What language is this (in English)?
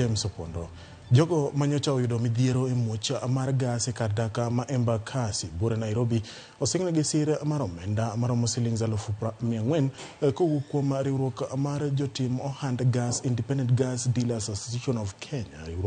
Luo (Kenya and Tanzania)